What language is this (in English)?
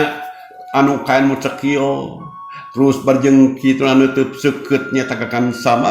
Sundanese